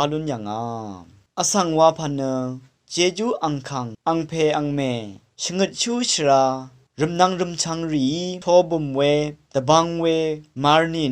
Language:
Rawang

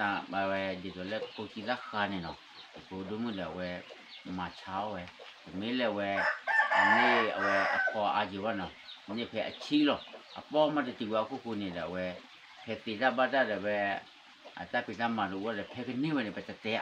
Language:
S'gaw Karen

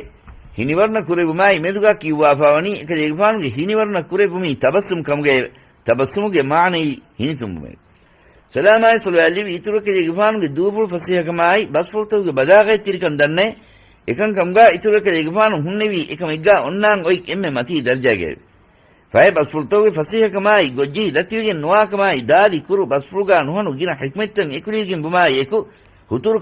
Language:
Divehi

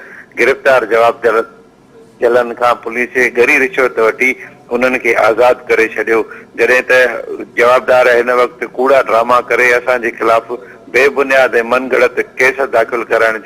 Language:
Sindhi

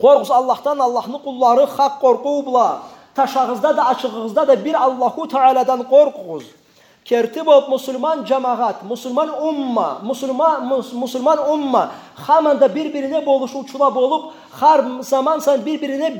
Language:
Karachay-Balkar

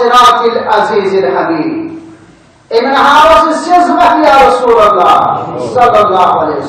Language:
Kashmiri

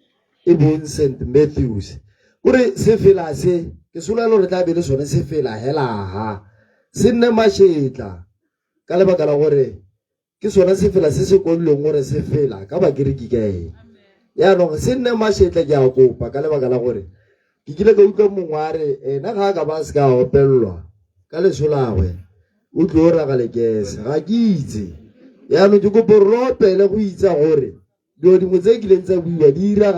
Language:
Tswana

